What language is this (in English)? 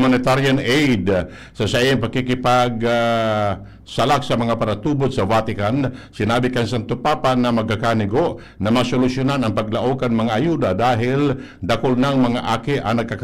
Bikol